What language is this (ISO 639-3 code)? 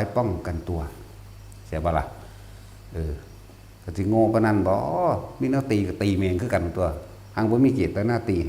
tts